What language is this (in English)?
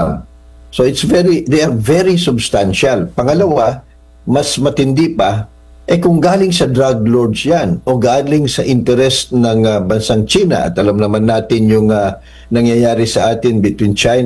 Filipino